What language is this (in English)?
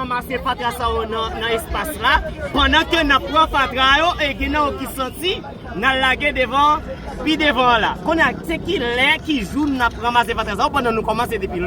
Haitian Creole